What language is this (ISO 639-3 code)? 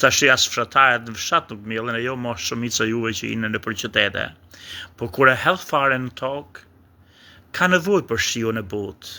sqi